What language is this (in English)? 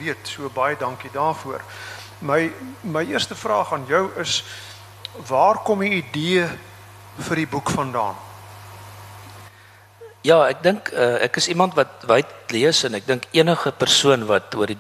Afrikaans